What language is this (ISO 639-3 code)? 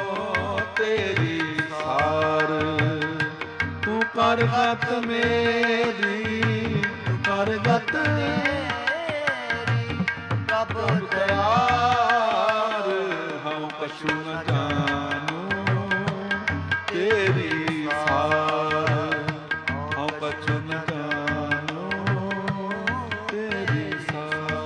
pan